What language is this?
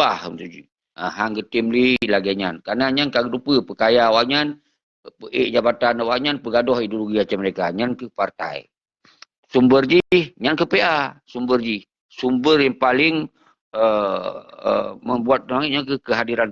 Achinese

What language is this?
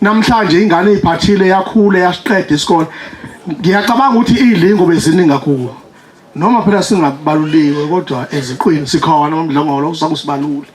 Zulu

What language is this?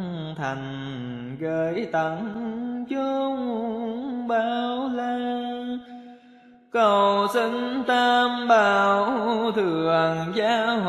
Vietnamese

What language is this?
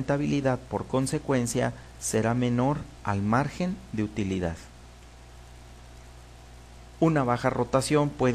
Spanish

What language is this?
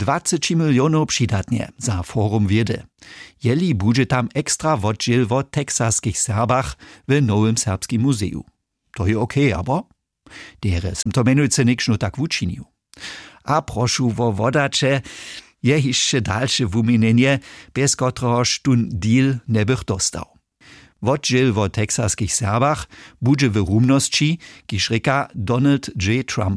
Upper Sorbian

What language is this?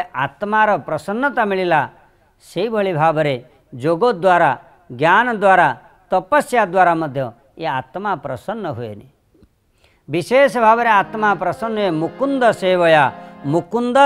Odia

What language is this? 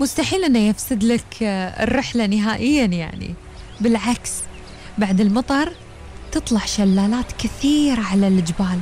Gulf Arabic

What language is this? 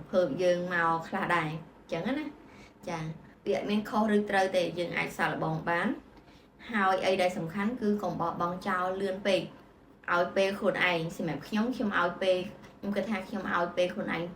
Khmer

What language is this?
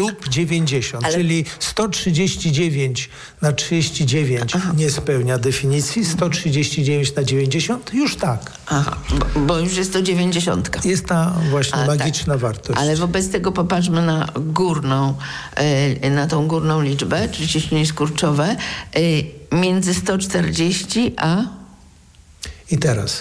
Polish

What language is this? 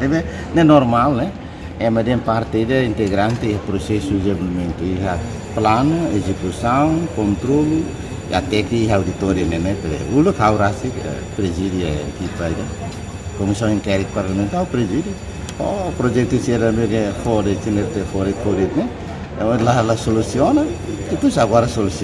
Tetum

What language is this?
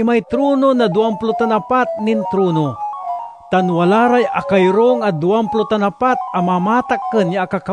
Pangasinan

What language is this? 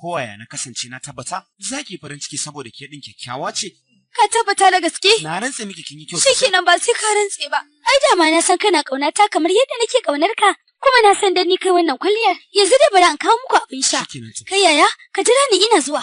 Hausa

